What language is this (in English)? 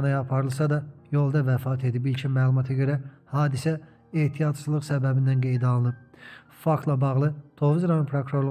Azerbaijani